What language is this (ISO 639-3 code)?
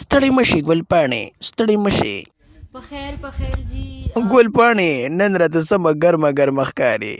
pus